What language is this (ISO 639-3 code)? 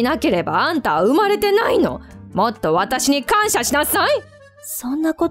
jpn